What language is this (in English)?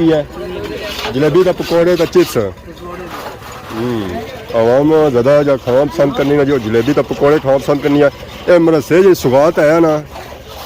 Pahari-Potwari